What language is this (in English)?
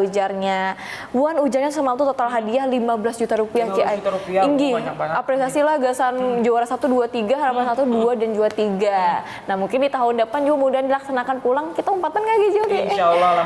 Banjar